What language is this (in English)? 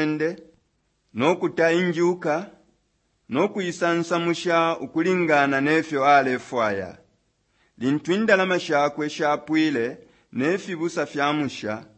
Bemba